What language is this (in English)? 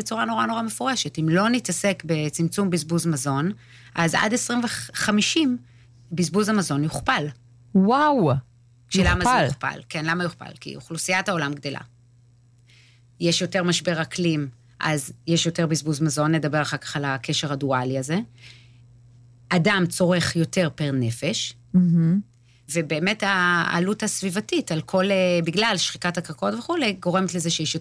Hebrew